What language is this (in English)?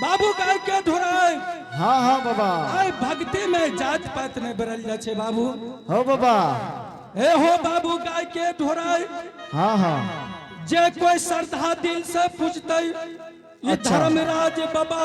Angika